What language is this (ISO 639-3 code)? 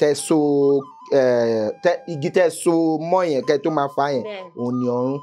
yor